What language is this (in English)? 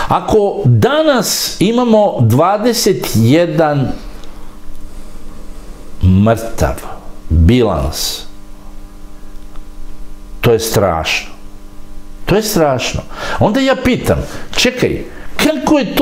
Serbian